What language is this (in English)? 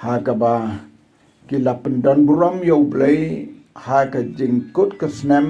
Khasi